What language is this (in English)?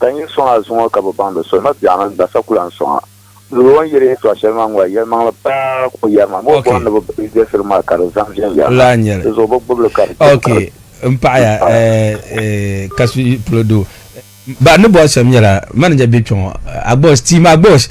Dagbani